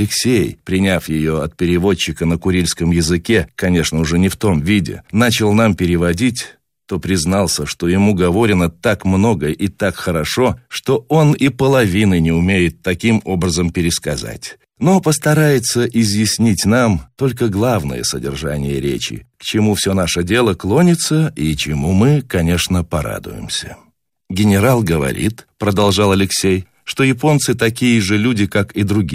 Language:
Russian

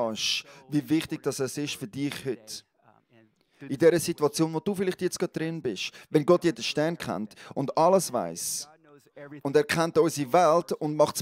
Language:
Swiss German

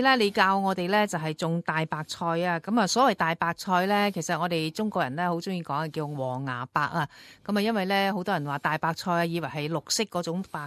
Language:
Cantonese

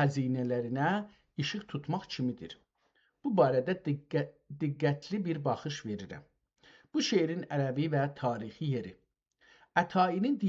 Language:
South Azerbaijani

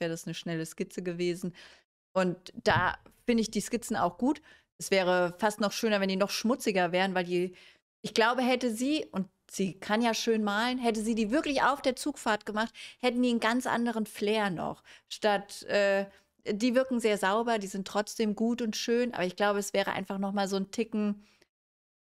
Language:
German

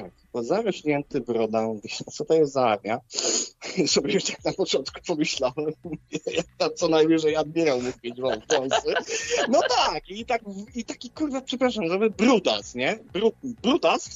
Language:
Polish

